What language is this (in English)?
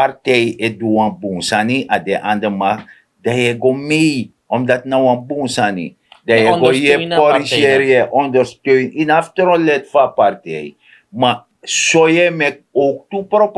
Sranan Tongo